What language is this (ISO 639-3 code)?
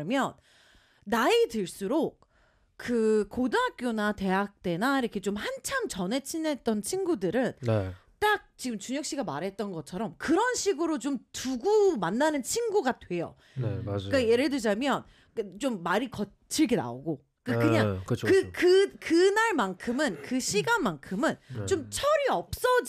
kor